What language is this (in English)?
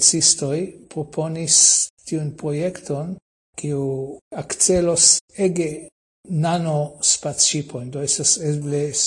Esperanto